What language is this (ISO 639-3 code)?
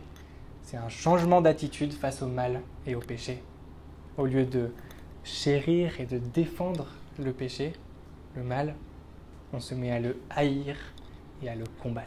fra